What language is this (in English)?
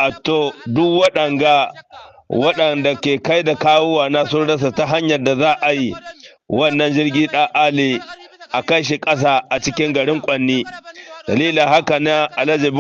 Hausa